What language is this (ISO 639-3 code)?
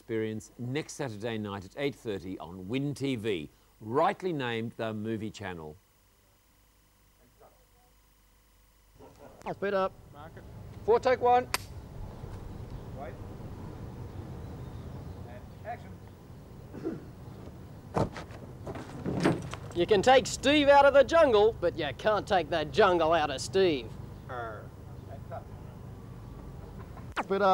eng